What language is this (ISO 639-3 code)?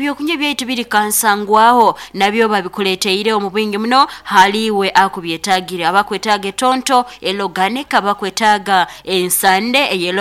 nyo